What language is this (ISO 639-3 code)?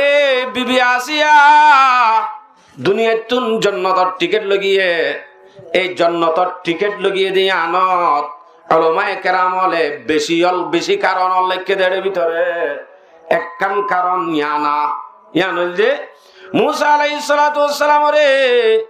rhg